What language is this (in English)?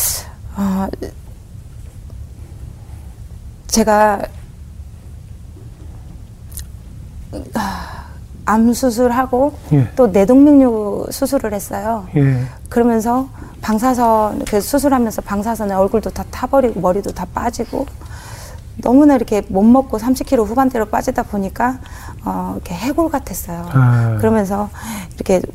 Korean